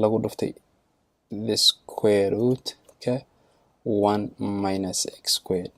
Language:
Somali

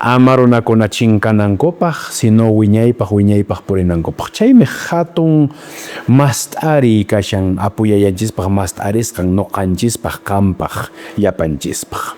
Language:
Quechua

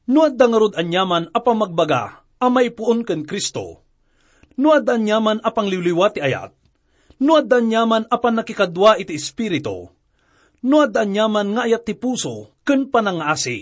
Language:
Iloko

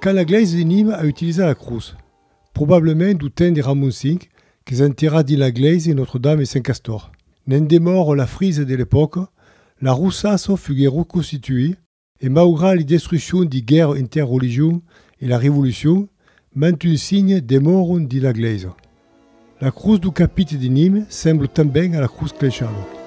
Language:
Occitan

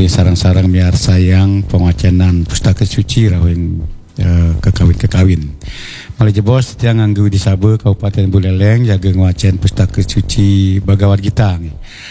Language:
Balinese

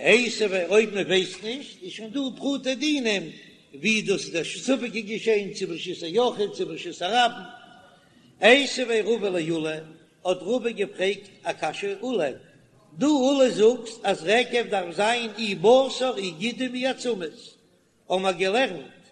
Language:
Yiddish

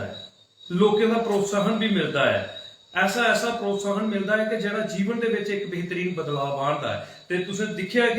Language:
Dogri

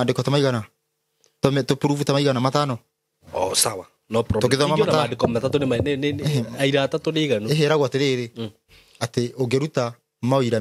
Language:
Kikuyu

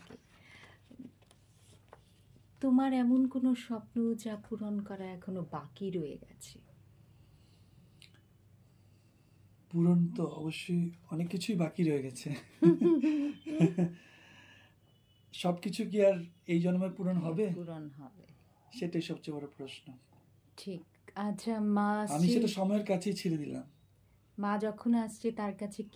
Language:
Bangla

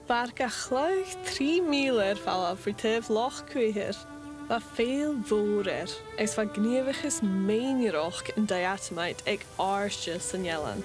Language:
Scottish Gaelic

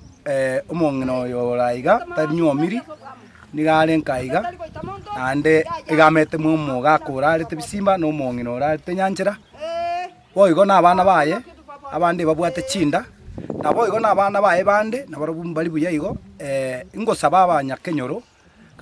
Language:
Gusii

